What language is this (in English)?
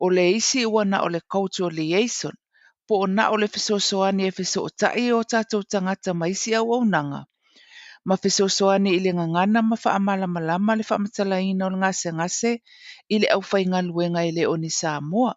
Samoan